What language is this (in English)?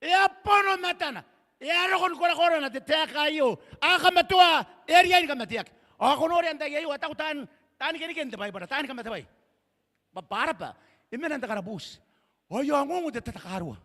Gilbertese